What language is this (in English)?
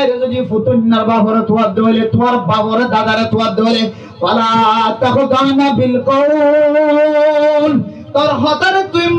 Rohingya